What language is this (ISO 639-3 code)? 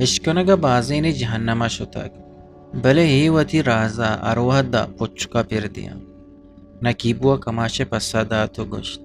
bgp